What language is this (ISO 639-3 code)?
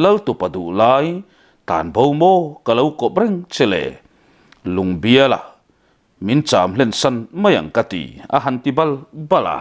lus